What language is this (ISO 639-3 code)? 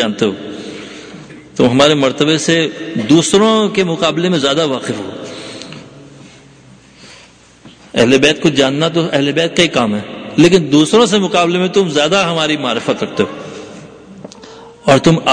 urd